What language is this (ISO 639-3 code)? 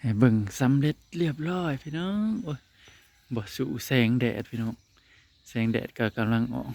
tts